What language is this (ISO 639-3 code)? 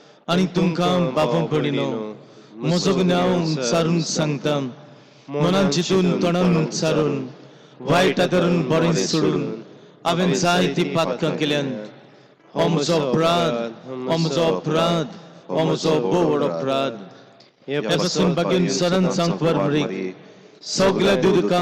kok